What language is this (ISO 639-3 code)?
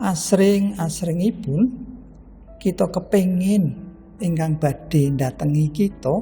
jav